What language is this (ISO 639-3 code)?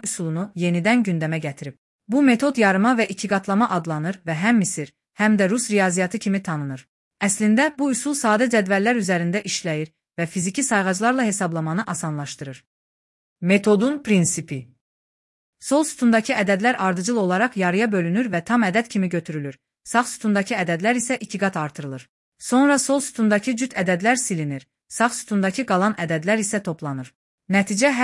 aze